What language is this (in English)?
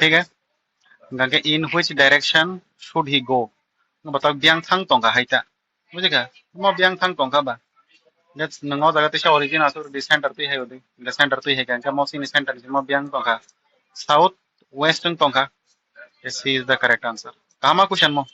Kok Borok